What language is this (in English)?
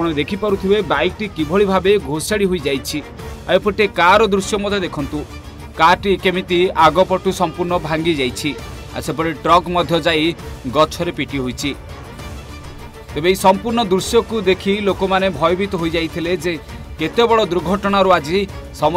Odia